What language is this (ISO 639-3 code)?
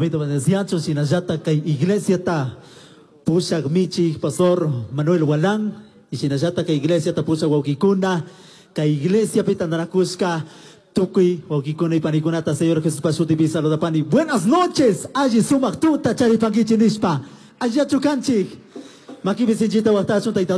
qug